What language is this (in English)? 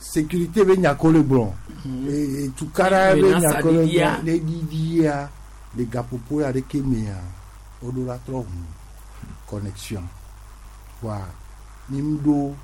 Gen